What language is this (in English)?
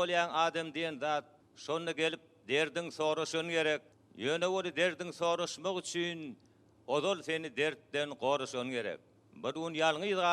Turkmen